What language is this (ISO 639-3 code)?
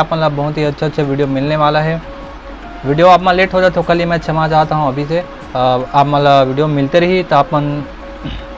hne